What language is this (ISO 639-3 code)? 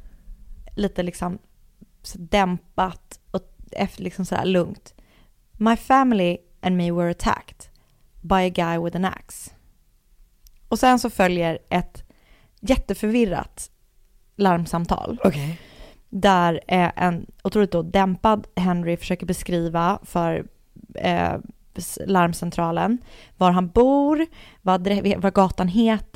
swe